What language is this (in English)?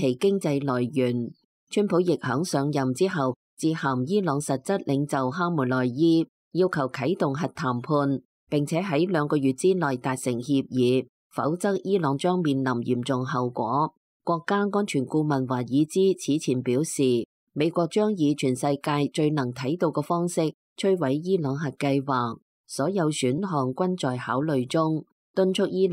Cantonese